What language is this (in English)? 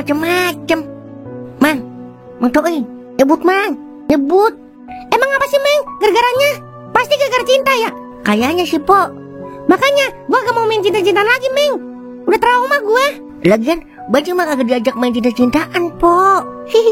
Betawi